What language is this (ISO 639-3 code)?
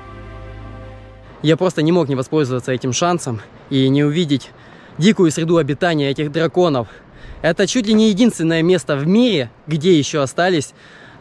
rus